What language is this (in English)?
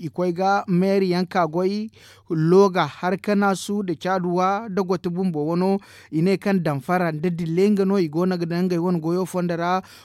Zarma